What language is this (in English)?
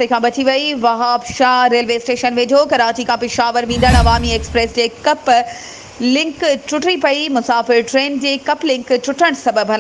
Sindhi